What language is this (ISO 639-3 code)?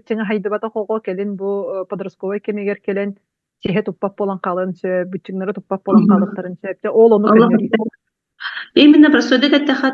sah